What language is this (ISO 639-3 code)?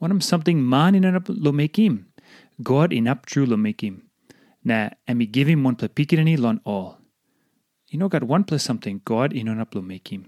tpi